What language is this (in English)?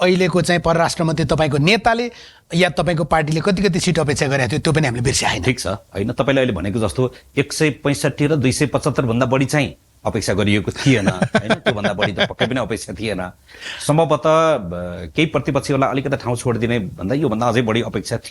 Nepali